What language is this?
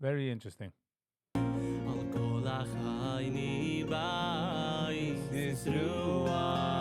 Yiddish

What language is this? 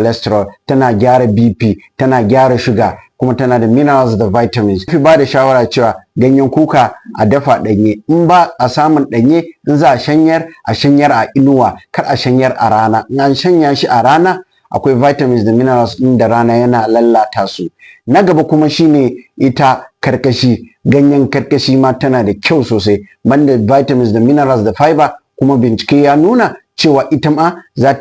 Hausa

